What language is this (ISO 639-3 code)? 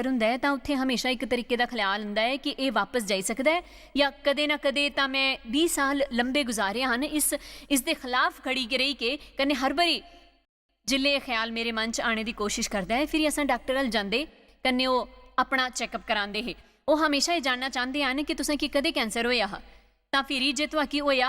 doi